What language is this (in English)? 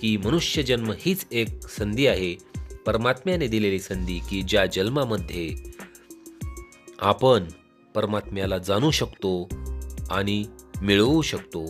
Marathi